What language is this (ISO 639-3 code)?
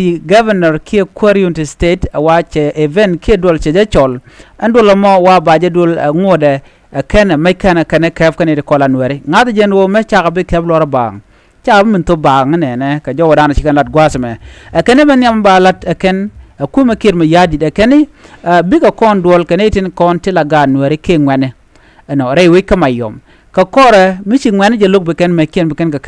nus